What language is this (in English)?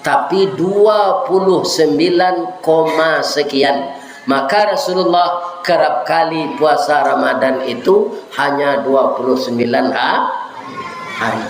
Minangkabau